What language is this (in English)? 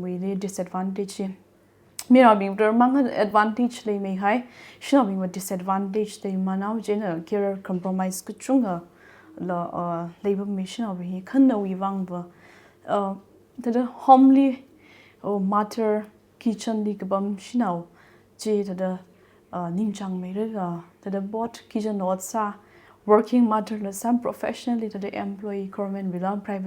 Tangkhul Naga (India)